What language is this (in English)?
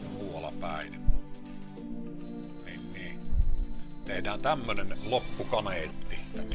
Finnish